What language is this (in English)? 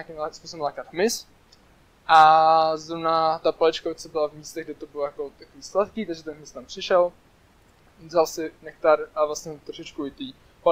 Czech